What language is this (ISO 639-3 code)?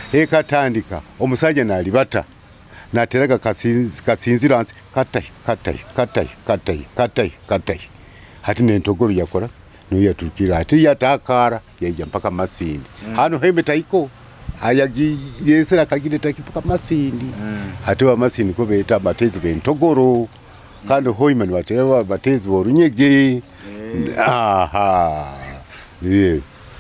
nyo